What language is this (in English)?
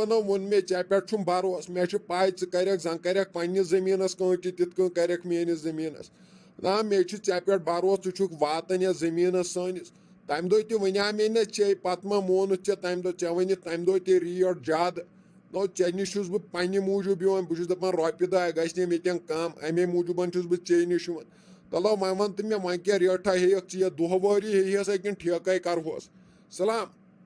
Kashmiri